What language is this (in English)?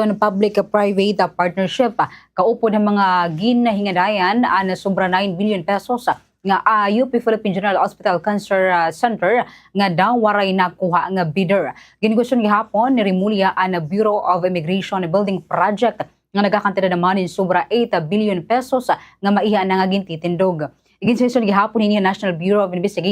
Waray